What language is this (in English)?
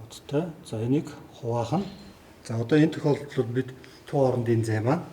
Mongolian